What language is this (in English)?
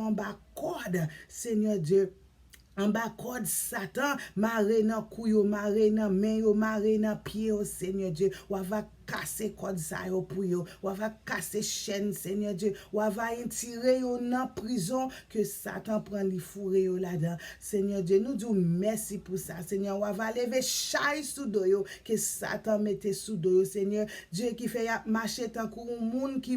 Haitian Creole